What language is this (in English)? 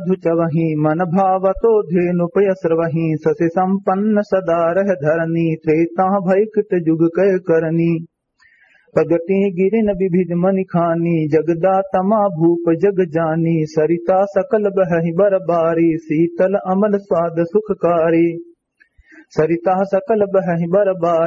Awadhi